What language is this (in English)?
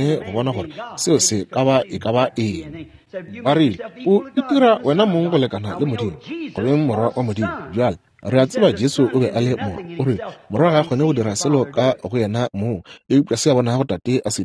Northern Sotho